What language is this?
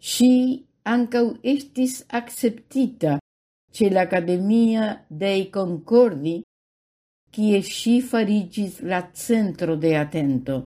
Esperanto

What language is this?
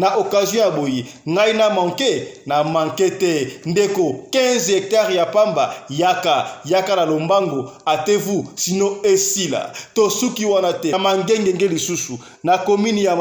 Lingala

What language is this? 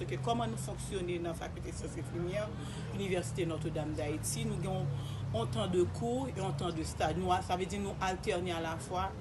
Haitian Creole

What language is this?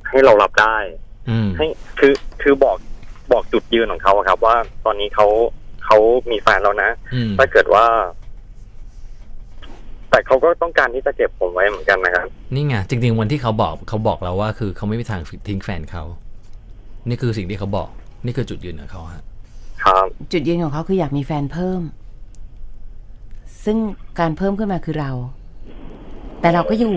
Thai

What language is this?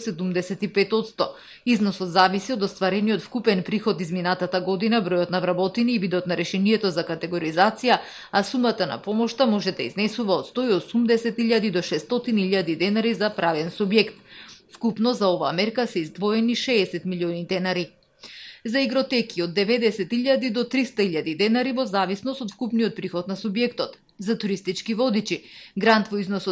Macedonian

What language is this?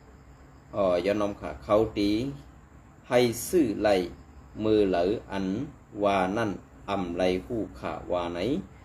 Shan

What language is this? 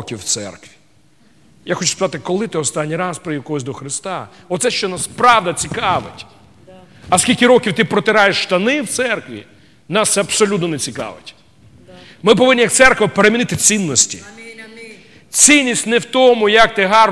Ukrainian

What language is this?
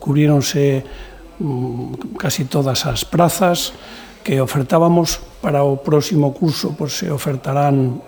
Galician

